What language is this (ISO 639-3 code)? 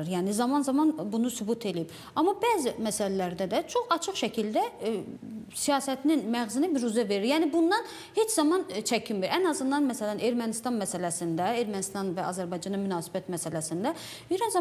aze